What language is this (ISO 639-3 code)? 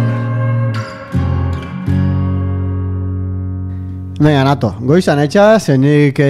eus